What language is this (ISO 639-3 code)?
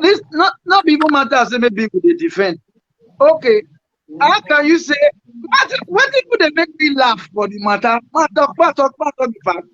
pcm